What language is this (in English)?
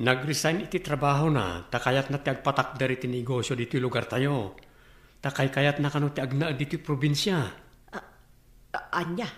Iloko